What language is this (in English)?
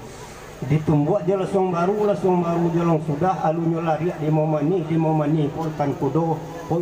Minangkabau